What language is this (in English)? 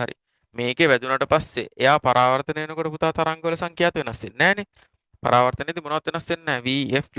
Sinhala